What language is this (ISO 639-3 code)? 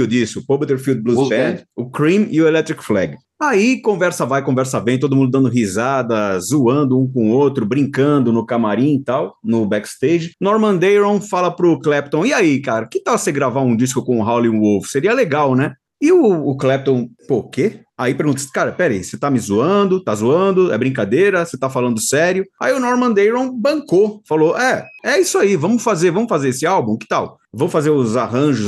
por